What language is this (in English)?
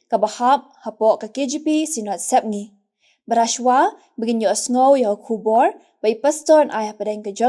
Khasi